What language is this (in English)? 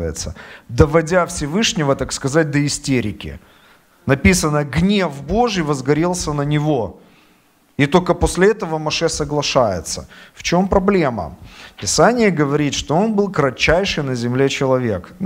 Russian